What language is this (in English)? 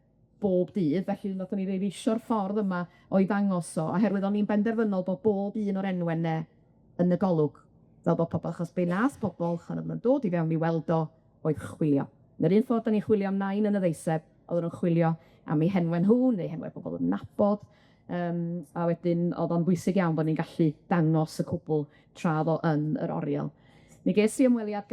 Welsh